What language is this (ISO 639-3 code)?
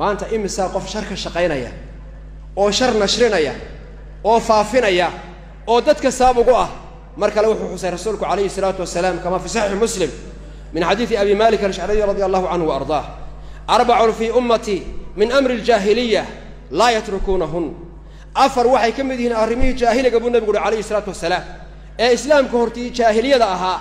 som